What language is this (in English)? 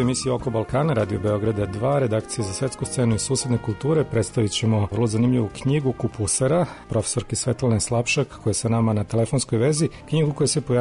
Serbian